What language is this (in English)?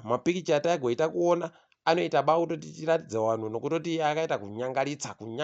Ndau